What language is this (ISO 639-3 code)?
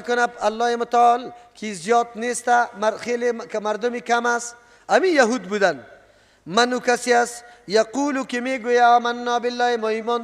fas